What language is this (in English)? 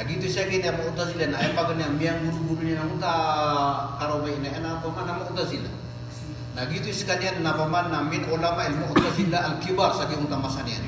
Maranao